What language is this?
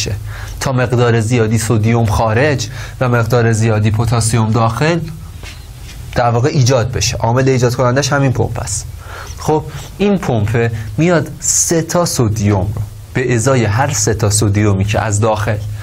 Persian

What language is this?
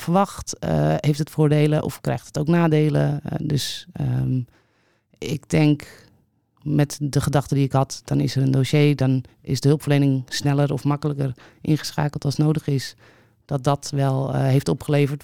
Dutch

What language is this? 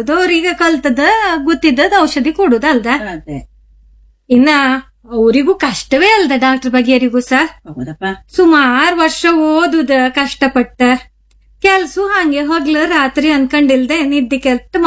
Kannada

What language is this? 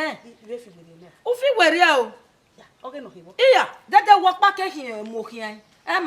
Bini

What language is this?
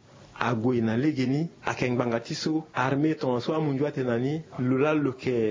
Sango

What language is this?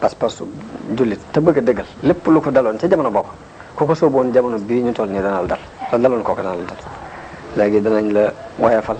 Wolof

